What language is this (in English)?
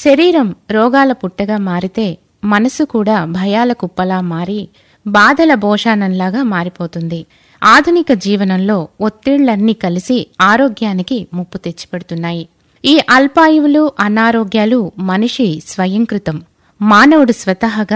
Telugu